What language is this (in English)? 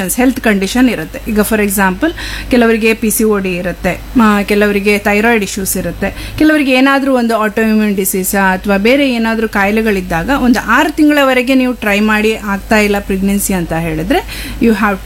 Kannada